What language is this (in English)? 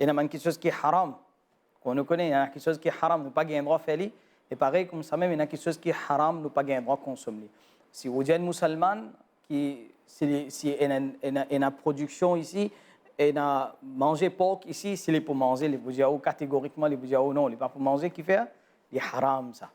Morisyen